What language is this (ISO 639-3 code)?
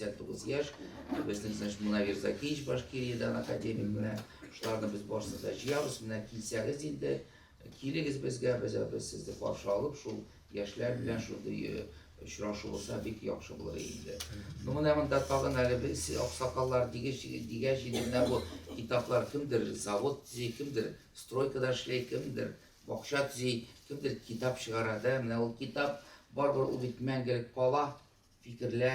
tat